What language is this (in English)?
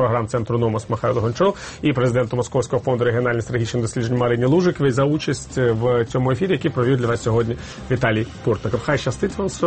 Ukrainian